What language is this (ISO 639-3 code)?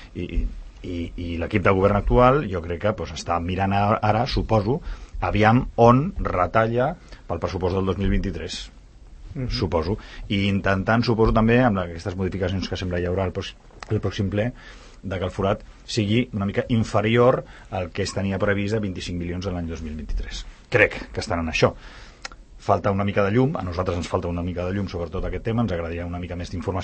cat